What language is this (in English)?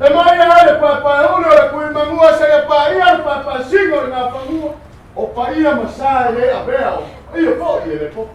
Samoan